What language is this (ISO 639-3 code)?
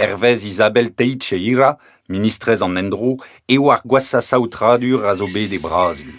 bre